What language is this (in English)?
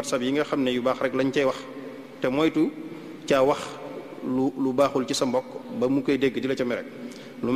Wolof